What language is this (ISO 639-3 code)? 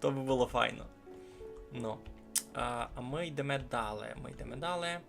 rue